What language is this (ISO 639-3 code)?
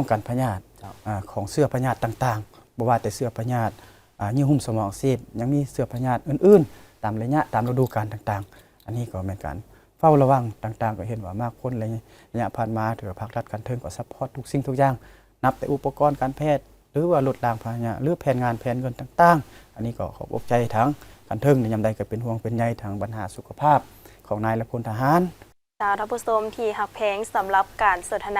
lao